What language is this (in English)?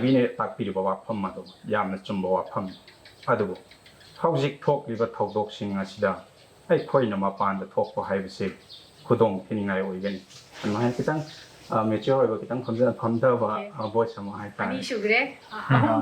Manipuri